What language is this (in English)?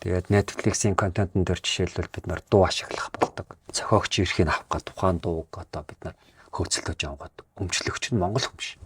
Mongolian